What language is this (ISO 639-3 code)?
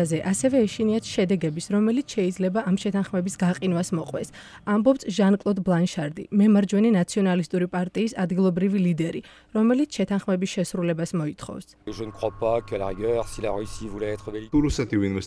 kat